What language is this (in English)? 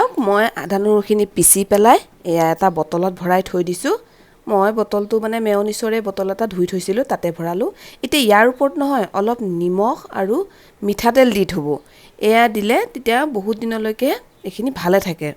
Assamese